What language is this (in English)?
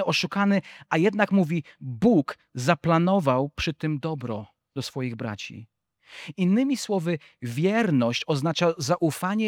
Polish